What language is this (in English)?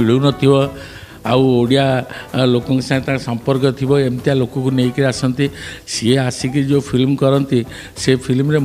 Odia